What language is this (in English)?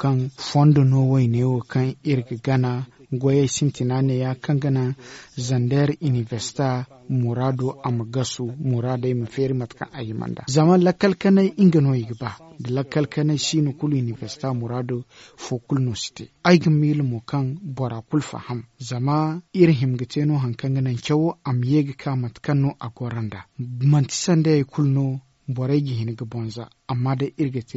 Zarma